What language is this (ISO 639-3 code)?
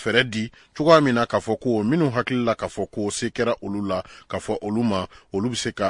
bam